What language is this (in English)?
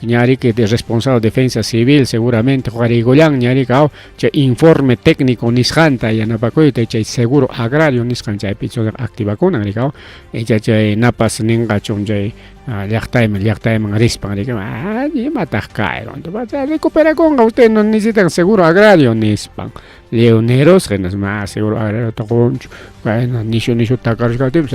Ayacucho Quechua